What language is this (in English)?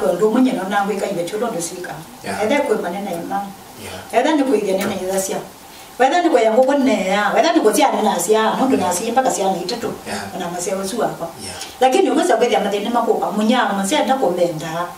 Kamba